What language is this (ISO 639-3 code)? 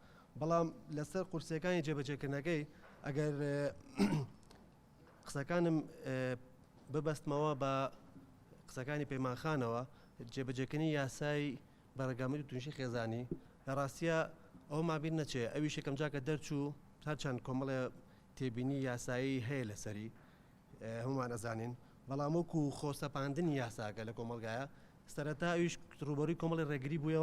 ckb